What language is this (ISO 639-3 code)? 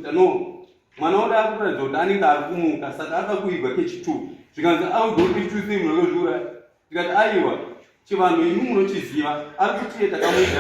sna